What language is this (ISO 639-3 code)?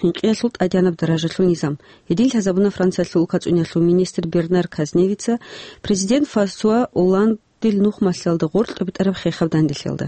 ava